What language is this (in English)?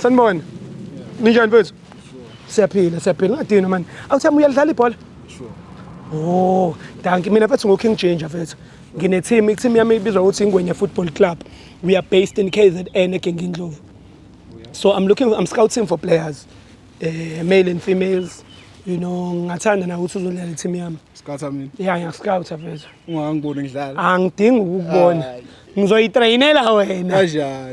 Zulu